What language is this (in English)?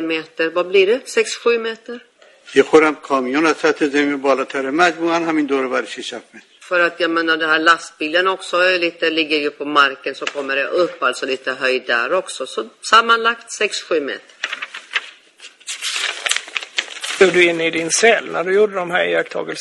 Swedish